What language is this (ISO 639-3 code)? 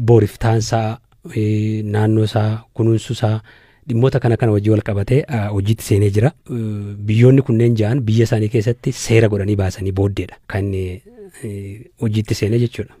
orm